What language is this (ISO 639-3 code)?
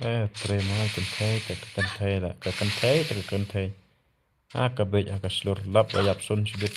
kha